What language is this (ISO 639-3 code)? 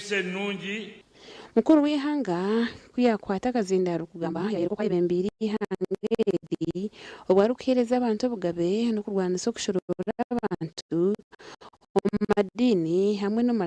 nyn